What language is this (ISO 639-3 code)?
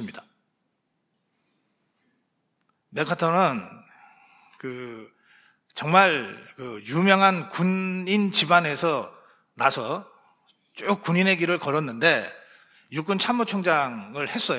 kor